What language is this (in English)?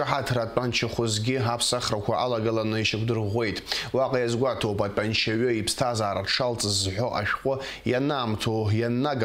Abkhazian